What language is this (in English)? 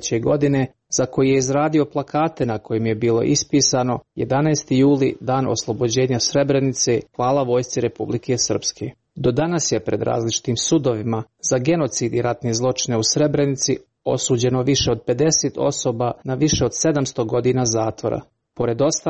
Croatian